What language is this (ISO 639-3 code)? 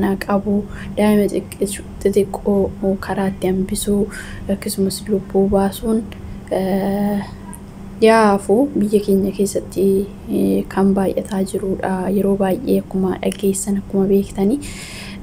orm